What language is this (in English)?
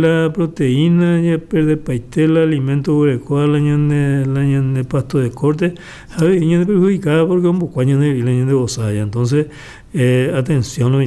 Guarani